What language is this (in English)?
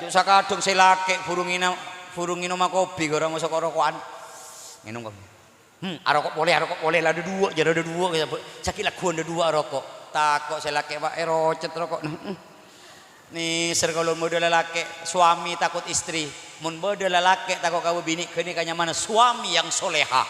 Madurese